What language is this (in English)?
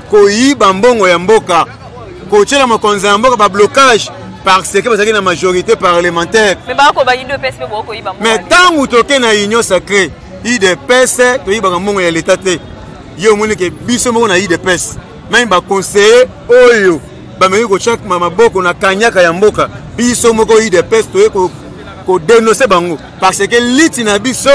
Lingala